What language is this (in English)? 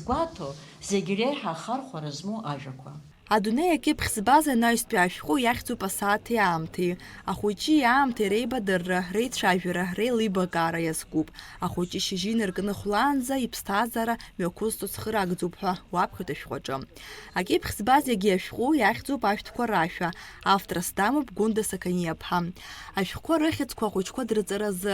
Abkhazian